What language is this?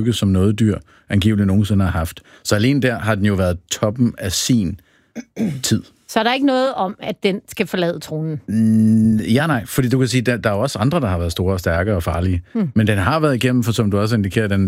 Danish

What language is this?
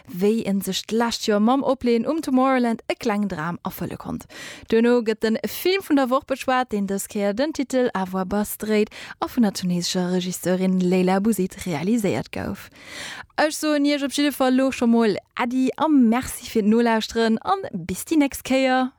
Luxembourgish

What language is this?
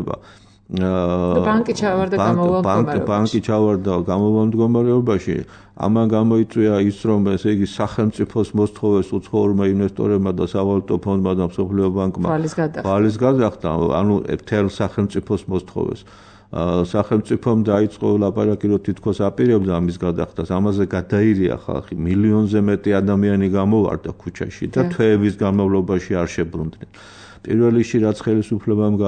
Georgian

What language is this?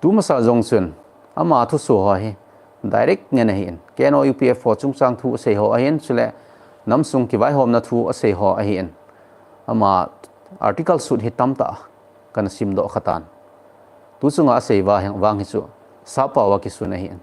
Thado Chin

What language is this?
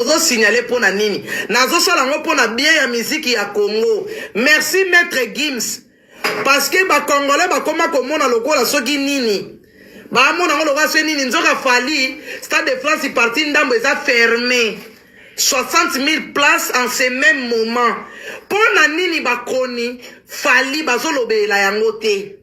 Lingala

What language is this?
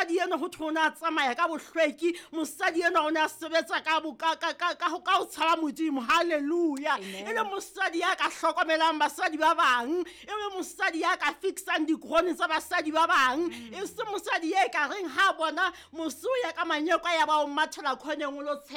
Southern Sotho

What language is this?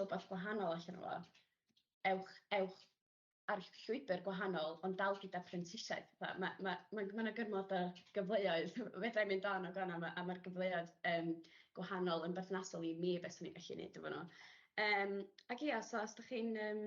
Welsh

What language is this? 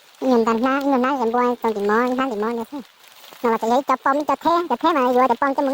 Hmong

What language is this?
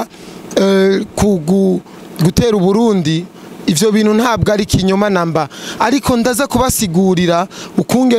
Rundi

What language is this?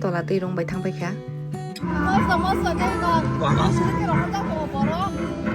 Kok Borok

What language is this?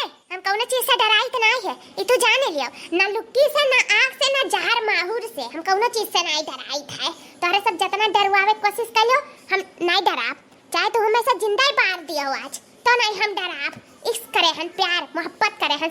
Awadhi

